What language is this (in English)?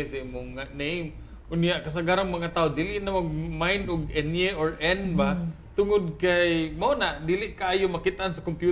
Cebuano